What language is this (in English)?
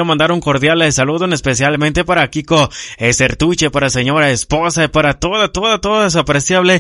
Spanish